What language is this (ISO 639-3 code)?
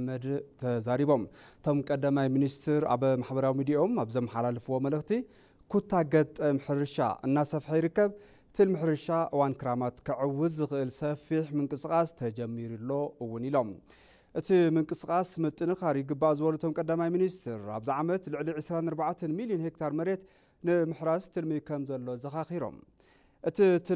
tir